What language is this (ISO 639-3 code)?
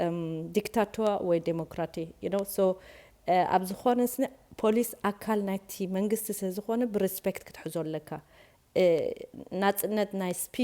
tir